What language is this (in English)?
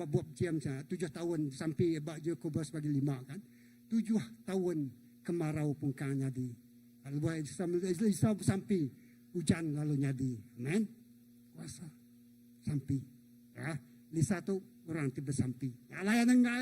Iban